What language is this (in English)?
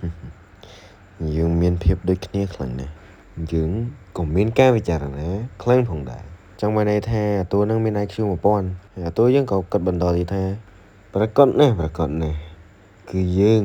Khmer